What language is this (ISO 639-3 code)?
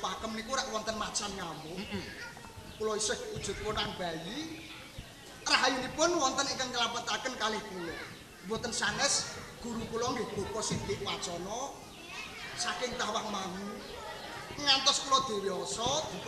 jav